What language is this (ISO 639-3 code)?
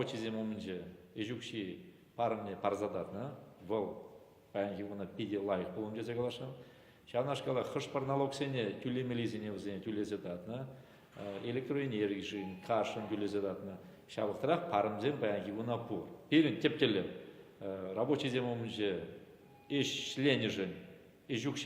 chv